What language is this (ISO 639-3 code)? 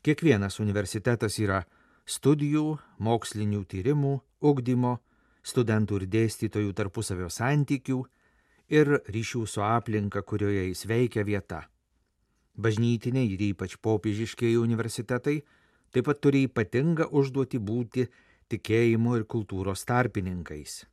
lit